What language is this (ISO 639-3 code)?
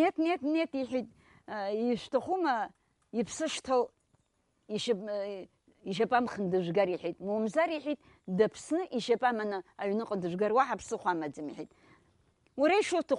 abk